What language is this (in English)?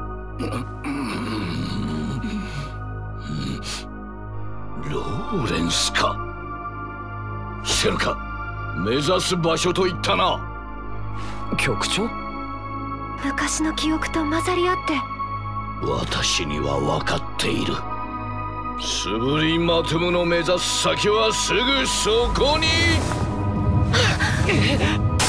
Japanese